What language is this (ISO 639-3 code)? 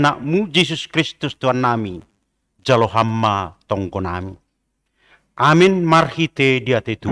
bts